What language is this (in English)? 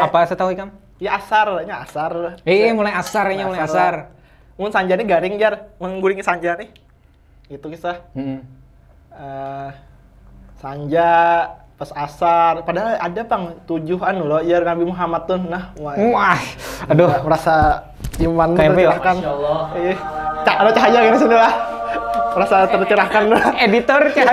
Banjar